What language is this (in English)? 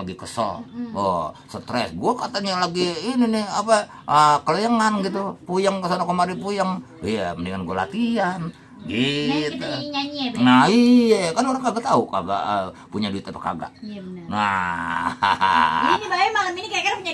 Betawi